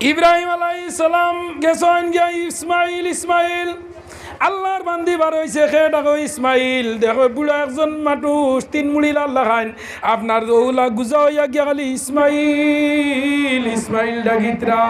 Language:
Sylheti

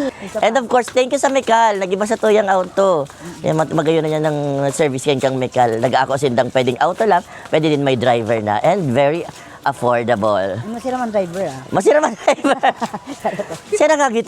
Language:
Bikol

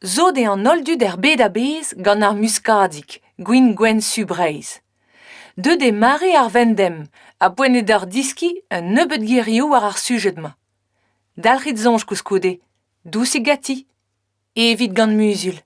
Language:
Breton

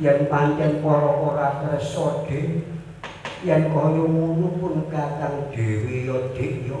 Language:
Javanese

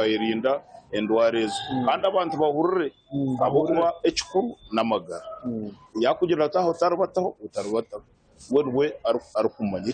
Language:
Nyankole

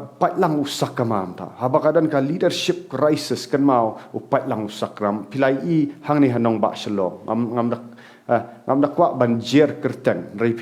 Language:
Khasi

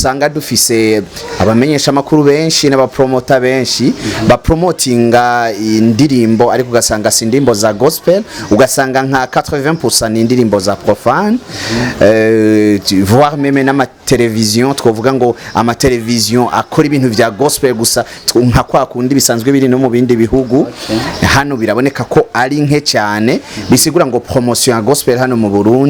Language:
Rundi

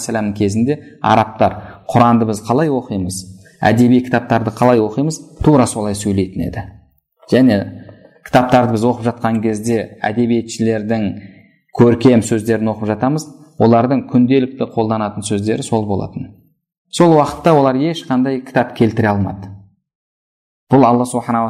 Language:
Kazakh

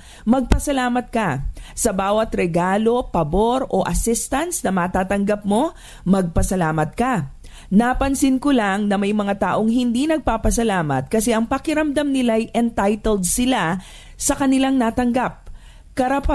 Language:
Filipino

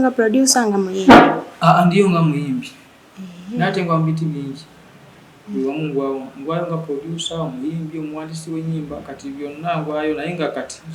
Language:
Ganda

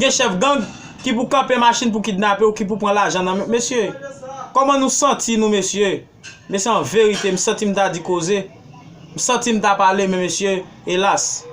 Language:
Haitian Creole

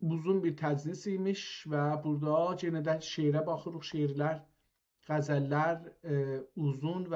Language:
South Azerbaijani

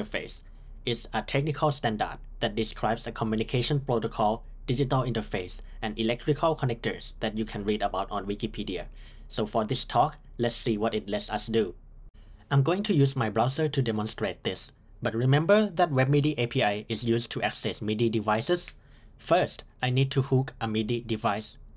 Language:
English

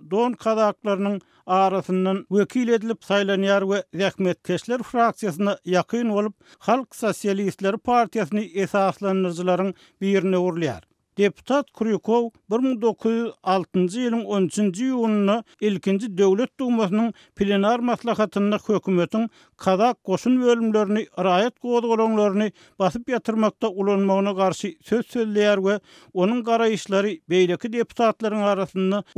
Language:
Turkmen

